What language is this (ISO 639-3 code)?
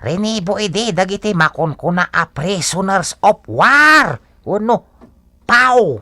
ilo